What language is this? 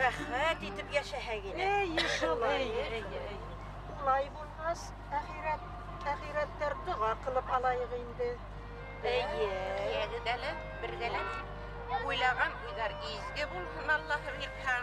Bashkir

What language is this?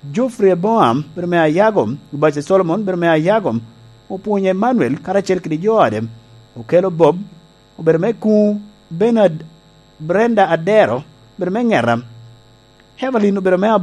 Lango (Uganda)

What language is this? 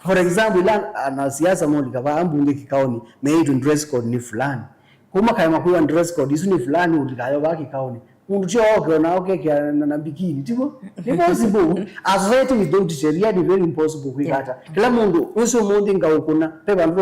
Kamba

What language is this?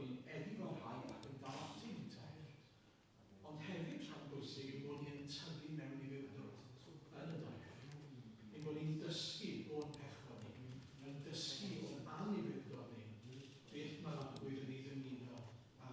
Welsh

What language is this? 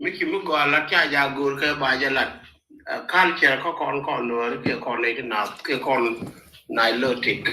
Nuer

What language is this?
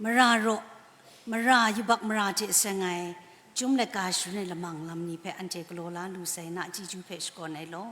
Kachin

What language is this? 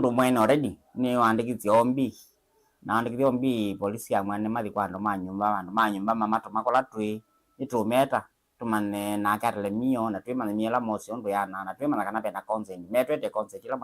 Kamba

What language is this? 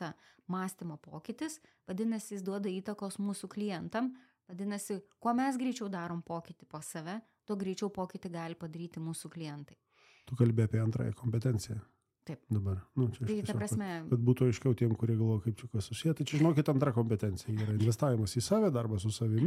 Lithuanian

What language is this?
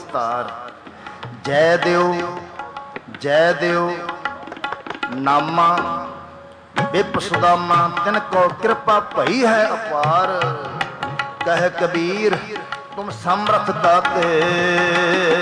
Punjabi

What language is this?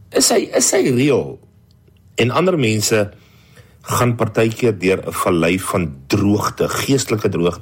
Afrikaans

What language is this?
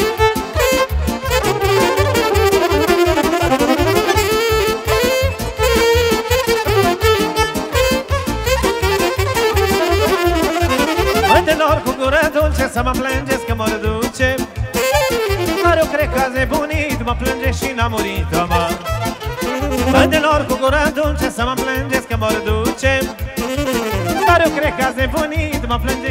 Romanian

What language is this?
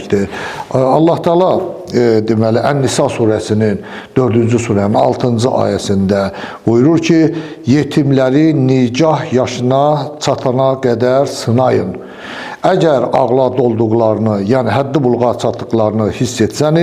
Azerbaijani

